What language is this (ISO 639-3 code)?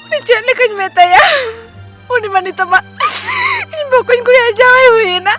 sat